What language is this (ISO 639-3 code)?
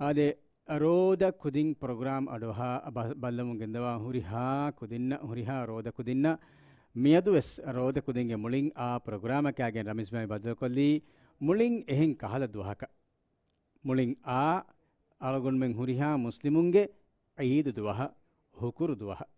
div